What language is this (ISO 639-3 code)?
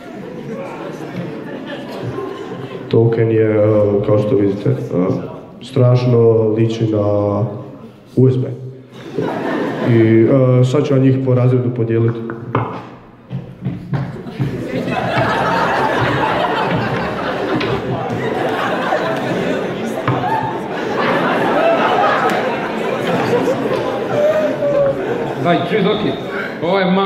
hrv